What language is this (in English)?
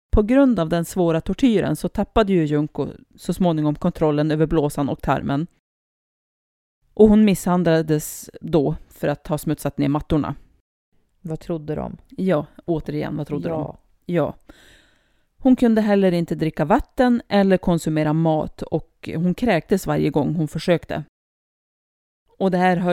Swedish